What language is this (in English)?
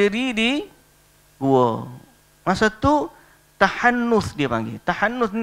Malay